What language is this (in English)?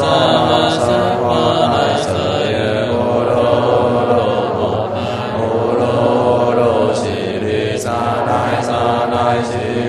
Chinese